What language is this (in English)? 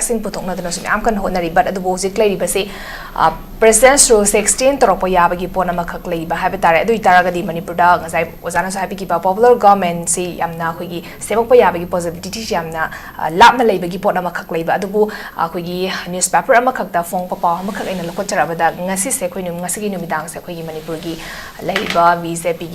Manipuri